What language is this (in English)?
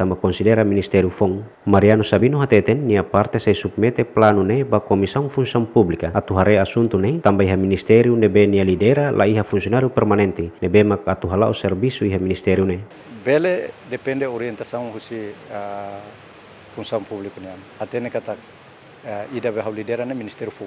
Tetum